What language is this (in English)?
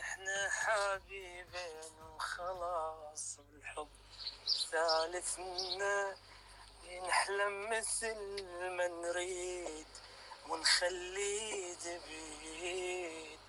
Mesopotamian Arabic